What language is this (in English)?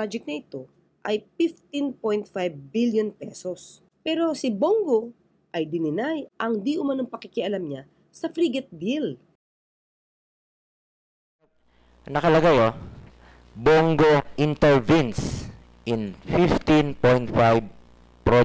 Filipino